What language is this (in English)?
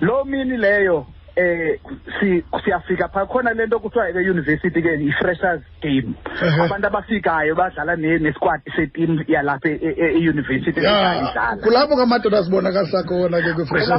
Xhosa